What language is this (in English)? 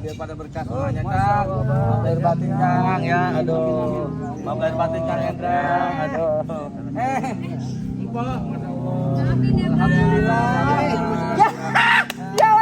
Betawi